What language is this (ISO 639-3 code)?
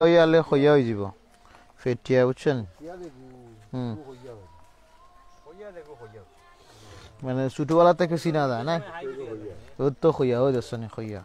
syl